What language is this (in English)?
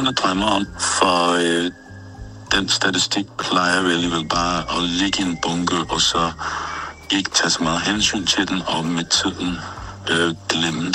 Danish